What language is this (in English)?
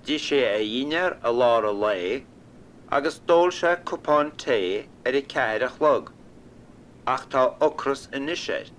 Irish